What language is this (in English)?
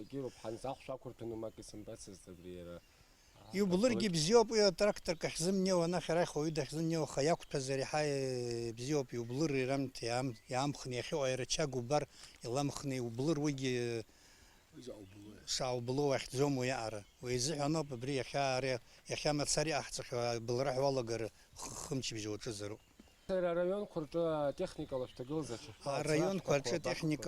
Abkhazian